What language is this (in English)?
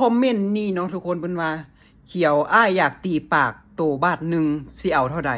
Lao